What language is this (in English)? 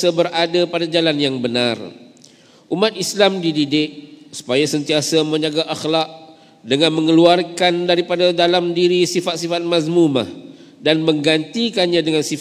Malay